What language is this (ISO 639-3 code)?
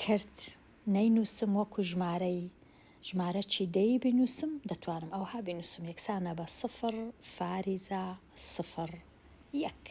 ckb